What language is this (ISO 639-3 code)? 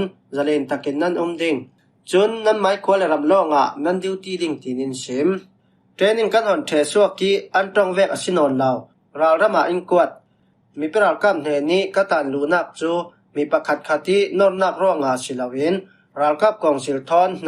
cfm